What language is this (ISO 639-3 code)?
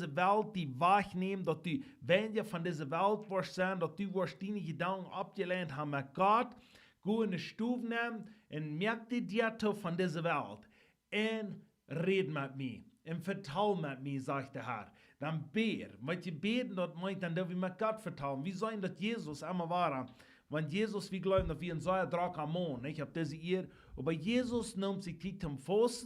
pdt